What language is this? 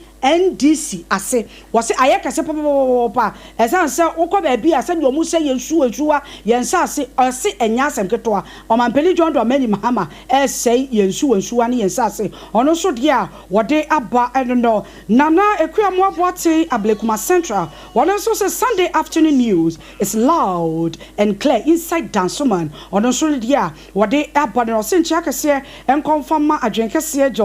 Akan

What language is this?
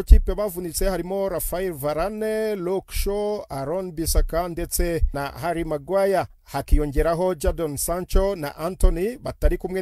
Kinyarwanda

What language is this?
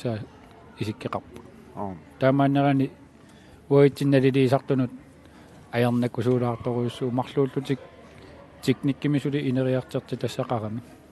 Kalaallisut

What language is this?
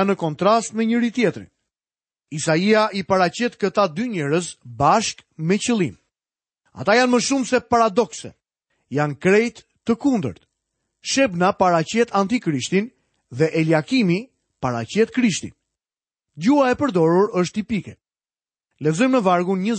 Albanian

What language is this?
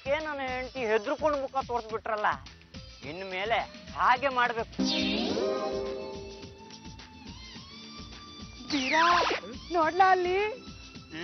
Kannada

